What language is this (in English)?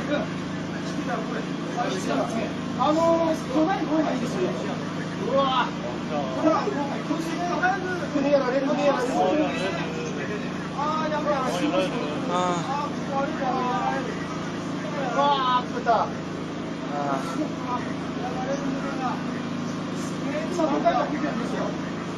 Japanese